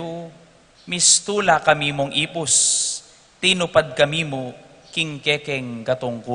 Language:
Pampanga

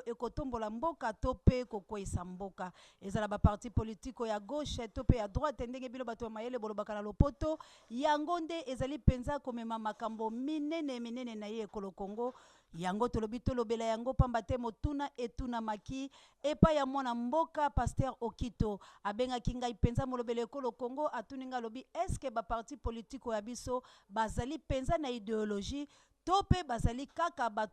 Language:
Lingala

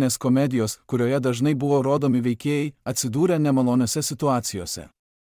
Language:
Lithuanian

